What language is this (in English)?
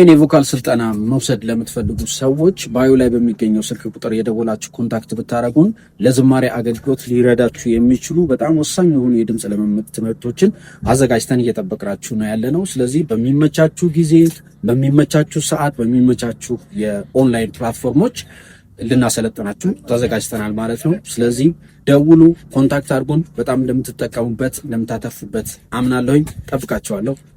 Amharic